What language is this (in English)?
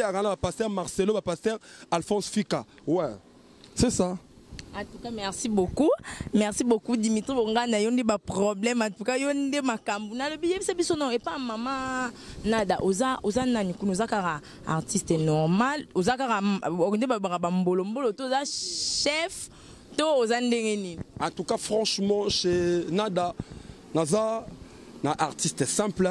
Lingala